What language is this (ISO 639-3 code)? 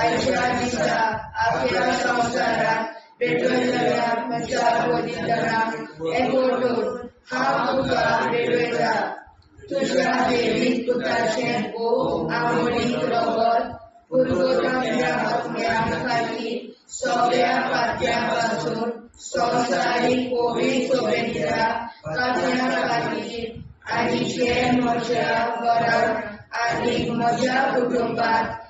kok